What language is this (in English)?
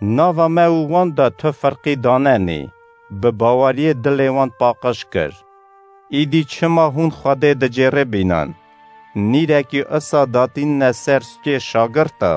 Kurdish